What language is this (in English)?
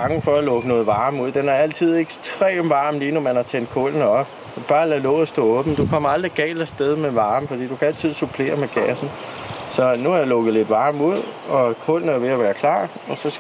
Danish